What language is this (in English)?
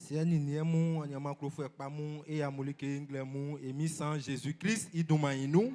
Baoulé